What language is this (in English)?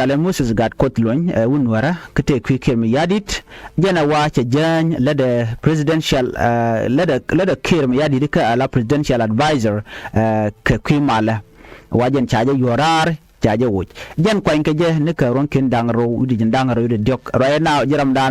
Nuer